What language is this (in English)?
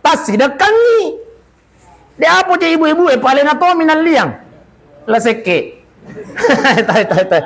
Buginese